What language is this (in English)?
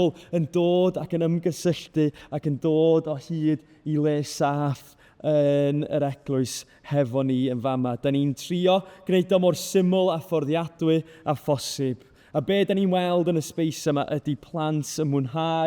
Welsh